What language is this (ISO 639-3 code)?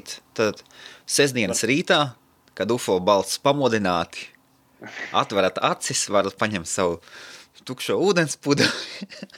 lav